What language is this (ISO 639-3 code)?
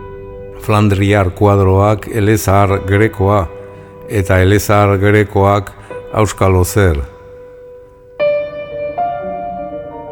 eus